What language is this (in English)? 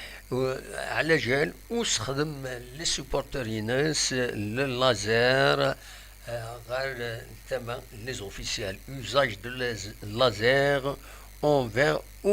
Kabyle